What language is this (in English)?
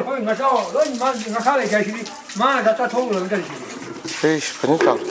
Manipuri